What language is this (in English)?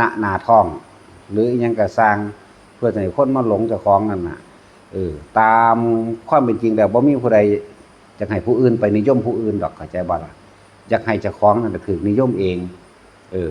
Northeastern Thai